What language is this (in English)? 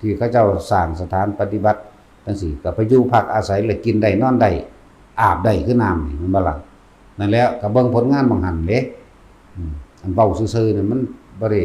Northeastern Thai